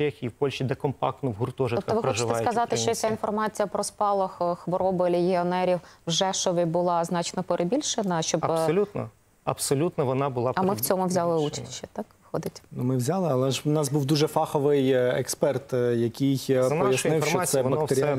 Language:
Ukrainian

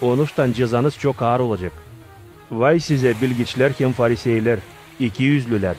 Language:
Gagauz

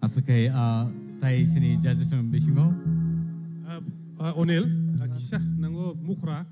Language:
Kok Borok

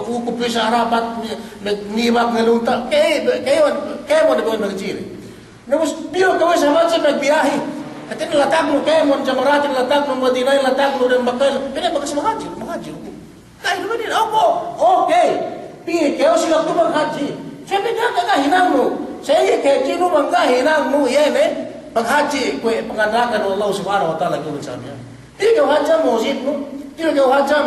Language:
Yakan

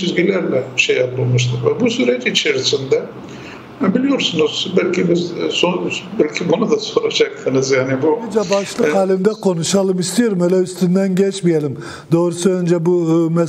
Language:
Turkish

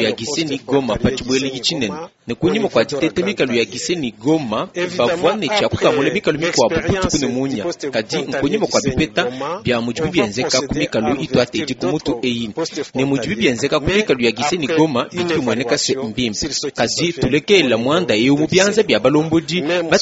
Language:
Luba-Lulua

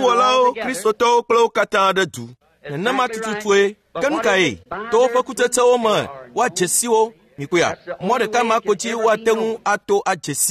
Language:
Ewe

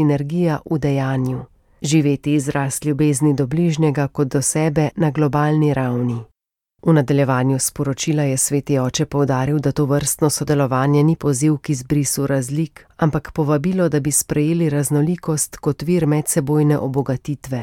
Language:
Slovenian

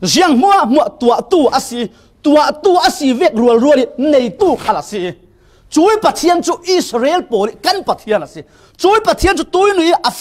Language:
Falam Chin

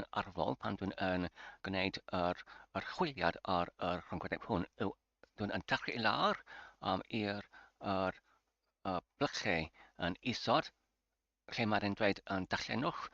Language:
Welsh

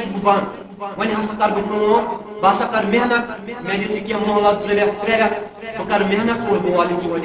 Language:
Kashmiri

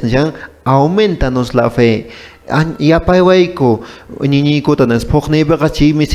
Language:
Quechua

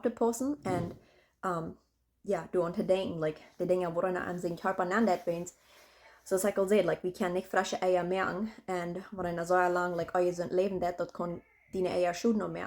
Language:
Plautdietsch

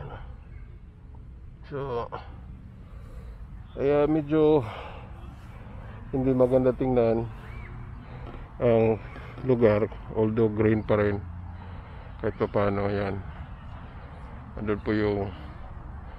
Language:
Filipino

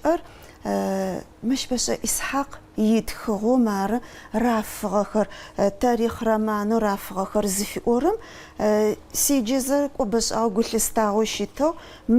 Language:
Adyghe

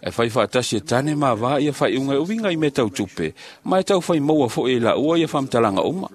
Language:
Samoan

